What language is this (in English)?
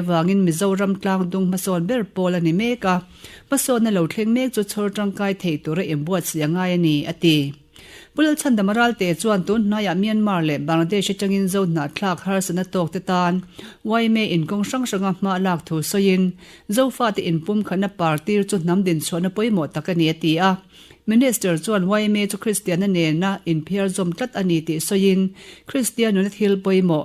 Mizo